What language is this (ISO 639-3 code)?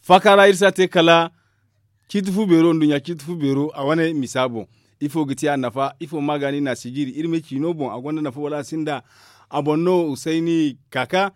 dje